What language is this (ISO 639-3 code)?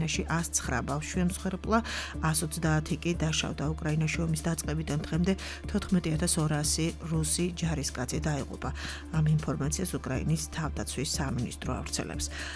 kat